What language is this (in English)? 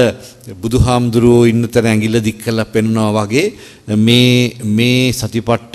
Sinhala